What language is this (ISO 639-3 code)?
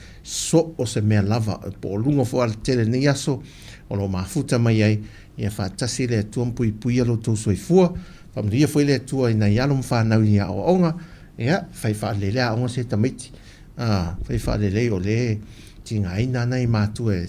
smo